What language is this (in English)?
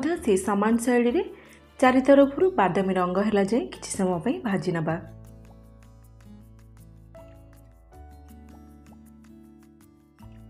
Odia